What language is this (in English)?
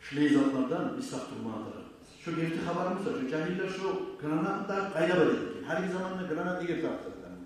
Kumyk